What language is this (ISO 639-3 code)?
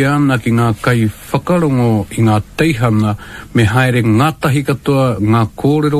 mri